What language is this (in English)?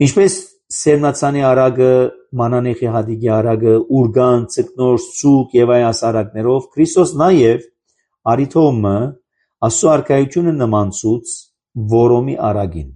Armenian